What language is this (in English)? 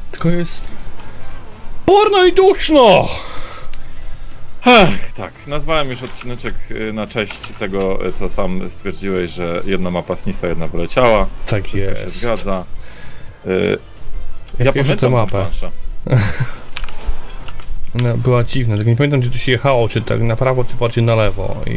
Polish